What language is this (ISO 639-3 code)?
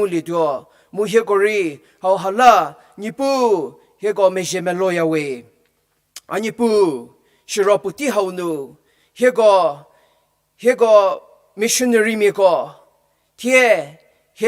njm